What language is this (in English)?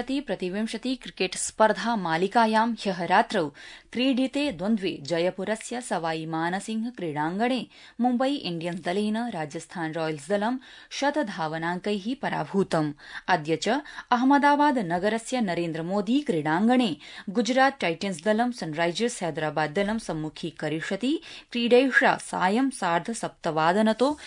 Sanskrit